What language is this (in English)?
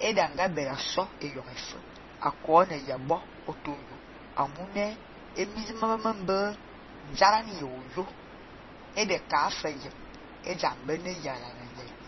Fang